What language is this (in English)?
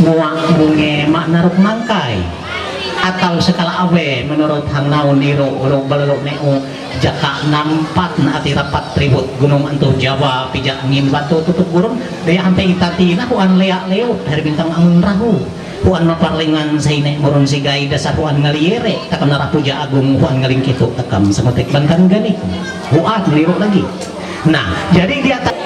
Ma'anyan